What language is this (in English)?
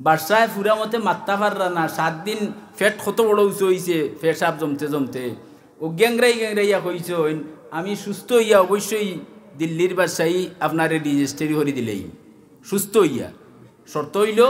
Sylheti